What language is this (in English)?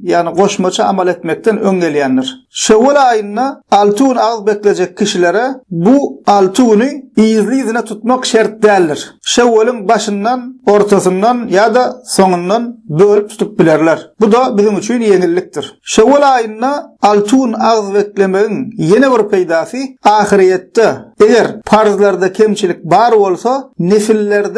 Turkmen